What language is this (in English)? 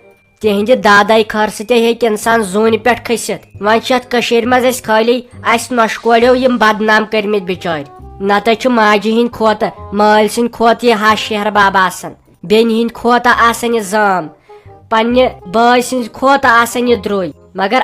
Kashmiri